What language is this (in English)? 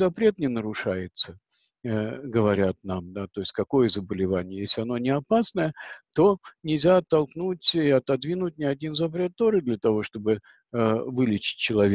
Russian